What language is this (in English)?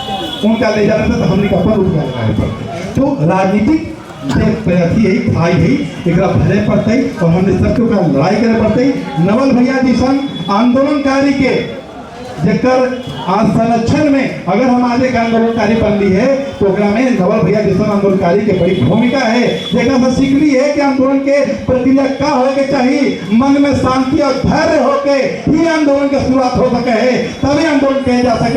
Magahi